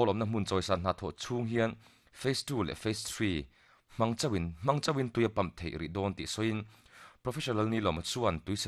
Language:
Mizo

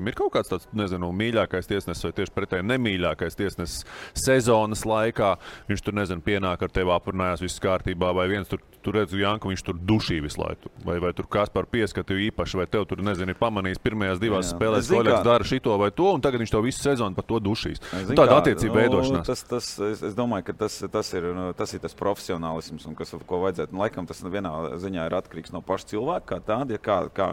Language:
Latvian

